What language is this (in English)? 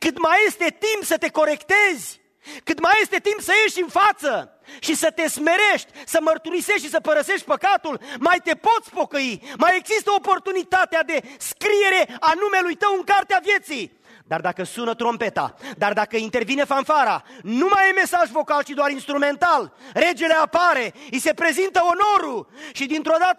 Romanian